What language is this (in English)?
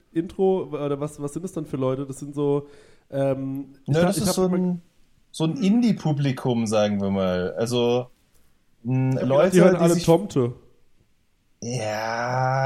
German